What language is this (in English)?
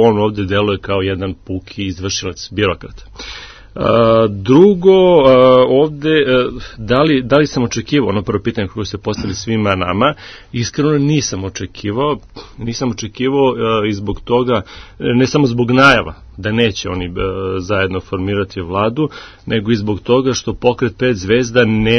Serbian